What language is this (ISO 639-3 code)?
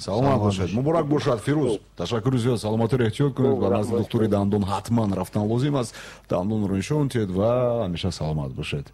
tgk